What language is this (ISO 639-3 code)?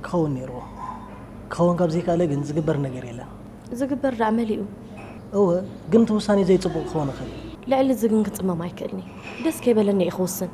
tir